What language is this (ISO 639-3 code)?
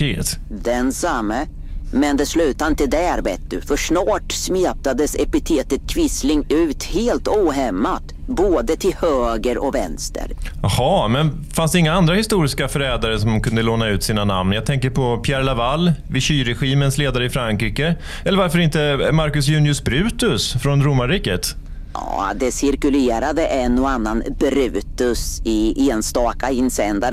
swe